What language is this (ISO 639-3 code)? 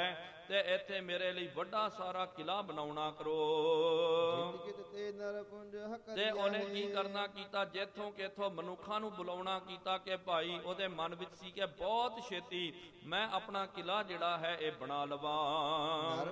pan